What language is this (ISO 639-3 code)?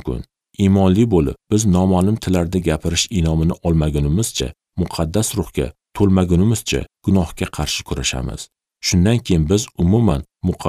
uzb